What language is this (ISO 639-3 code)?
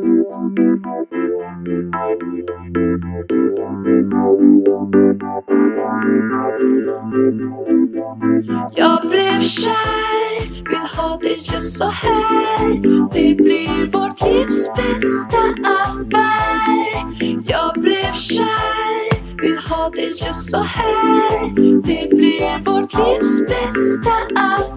swe